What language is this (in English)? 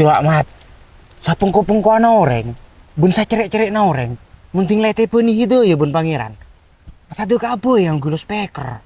Madurese